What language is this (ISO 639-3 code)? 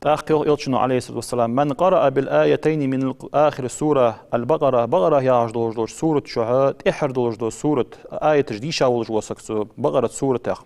inh